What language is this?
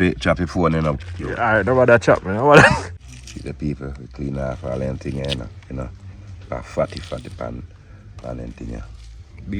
Jamaican Creole English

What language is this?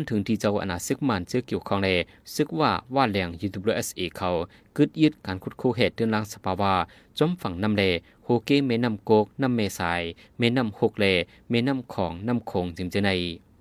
Shan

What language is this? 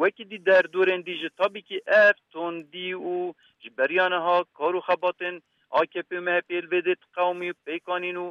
Kurdish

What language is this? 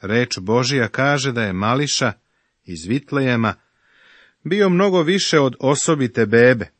Serbian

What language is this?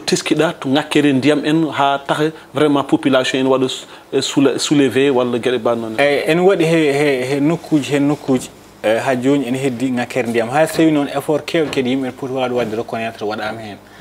Fula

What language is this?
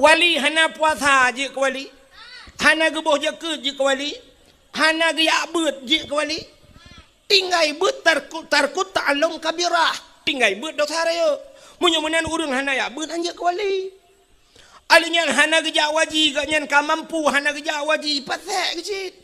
Achinese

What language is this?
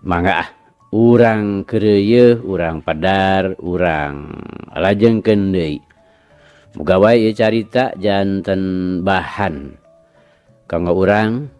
Sundanese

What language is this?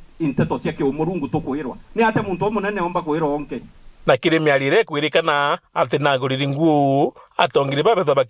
Meru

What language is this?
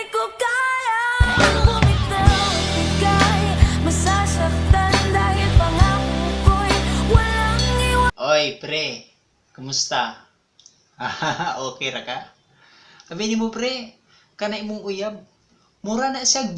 Cebuano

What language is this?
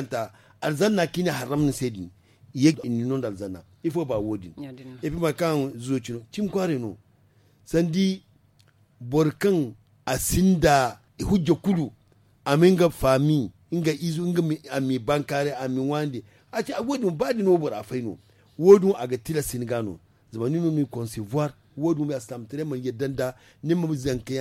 Zarma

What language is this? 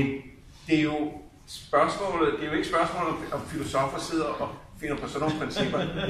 Danish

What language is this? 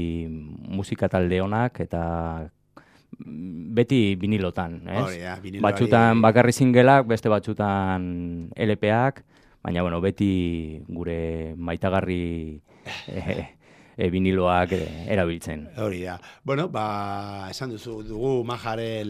Basque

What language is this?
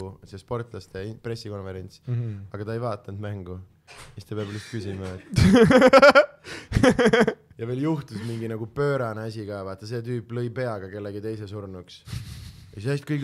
Estonian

